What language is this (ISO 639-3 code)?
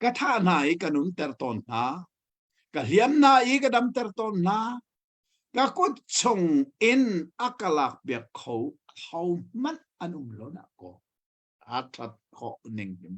cnh